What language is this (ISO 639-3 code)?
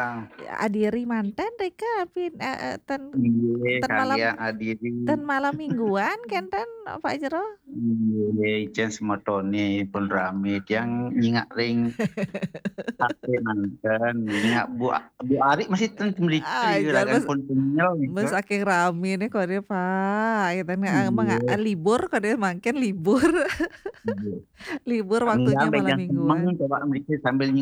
ban